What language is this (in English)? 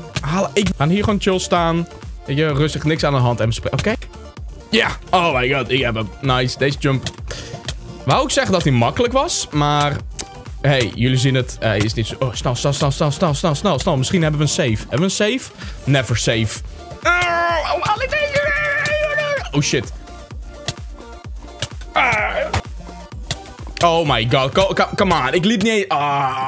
Dutch